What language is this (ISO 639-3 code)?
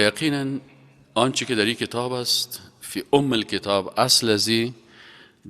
fas